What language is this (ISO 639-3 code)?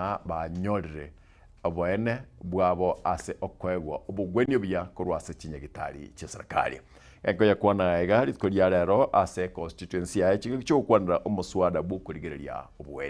guz